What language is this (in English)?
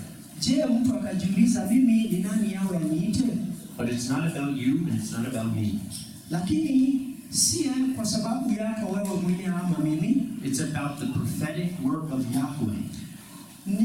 Swahili